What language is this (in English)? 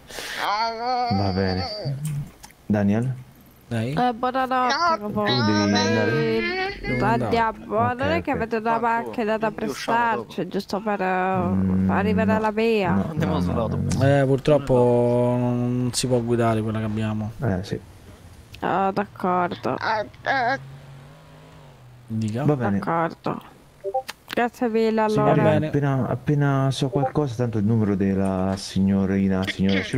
Italian